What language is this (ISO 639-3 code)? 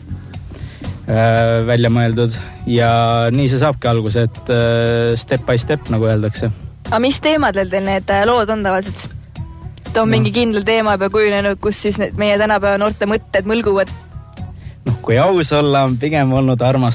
est